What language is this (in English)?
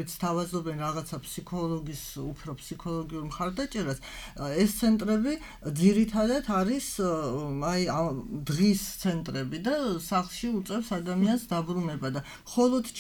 Georgian